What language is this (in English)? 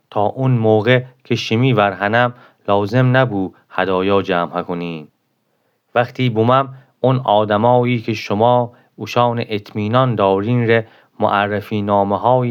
Gilaki